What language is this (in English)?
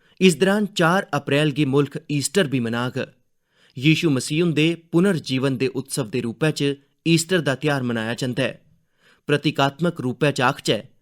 Dogri